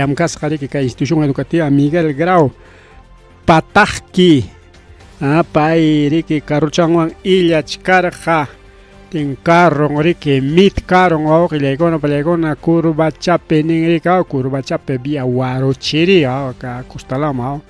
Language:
Ayacucho Quechua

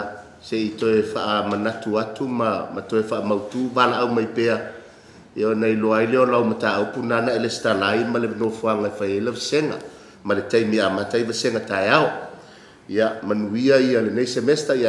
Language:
Samoan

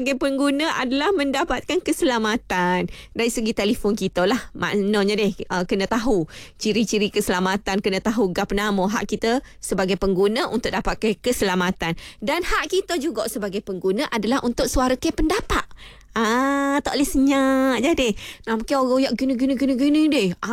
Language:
Malay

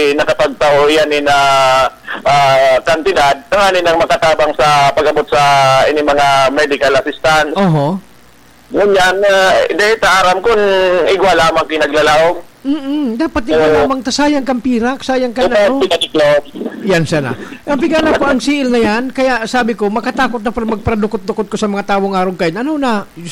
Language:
Bikol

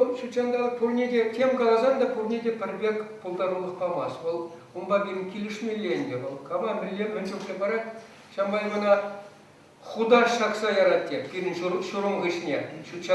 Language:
Chuvash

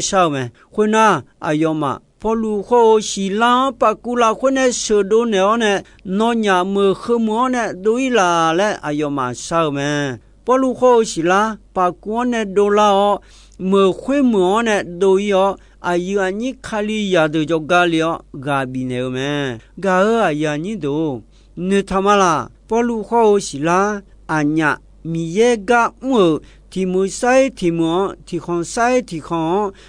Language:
Akha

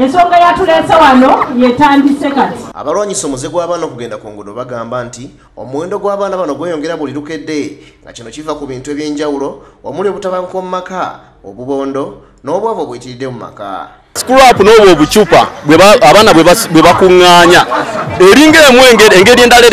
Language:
Ganda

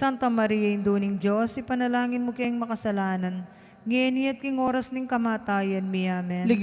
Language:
Pampanga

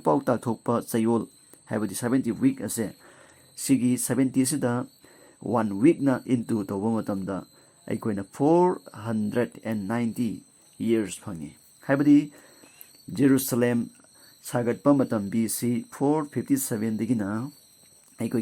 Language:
Manipuri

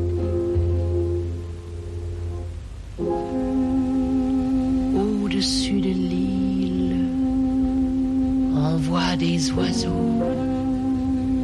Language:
French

